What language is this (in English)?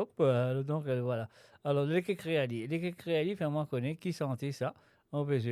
Morisyen